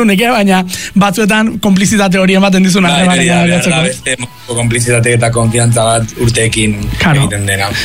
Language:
Basque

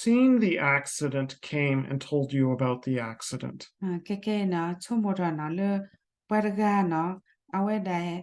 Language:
S'gaw Karen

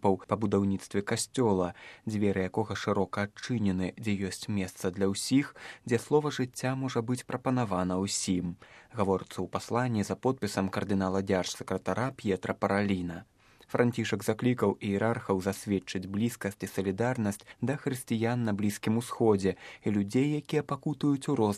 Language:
Belarusian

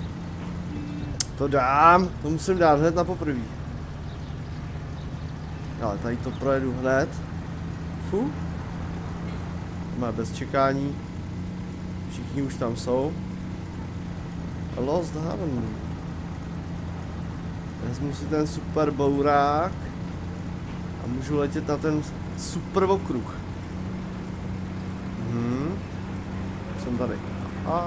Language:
Czech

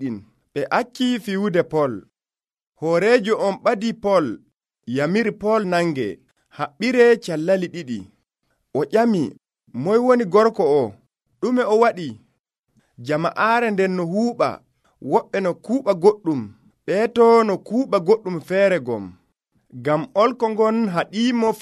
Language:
Nigerian Fulfulde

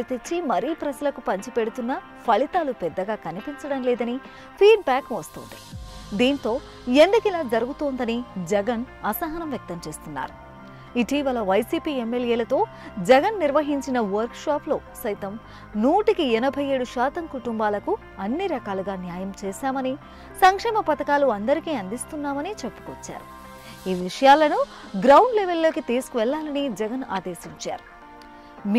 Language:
Telugu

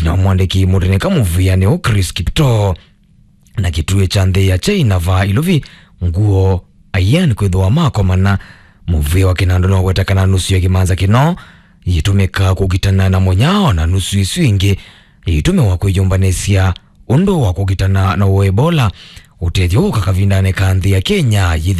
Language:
Kamba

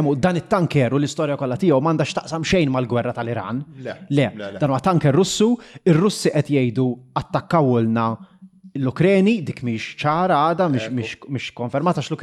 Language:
Maltese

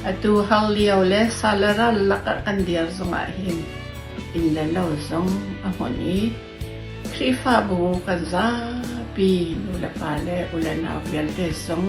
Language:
Hakha Chin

